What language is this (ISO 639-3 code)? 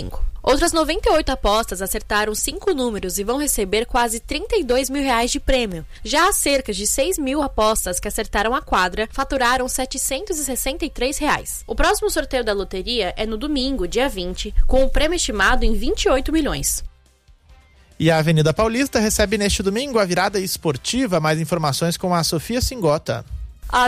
por